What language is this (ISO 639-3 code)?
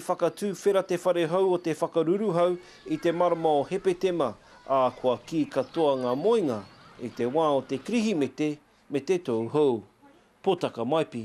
mri